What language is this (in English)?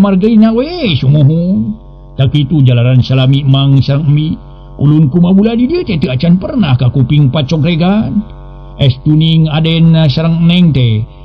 Sundanese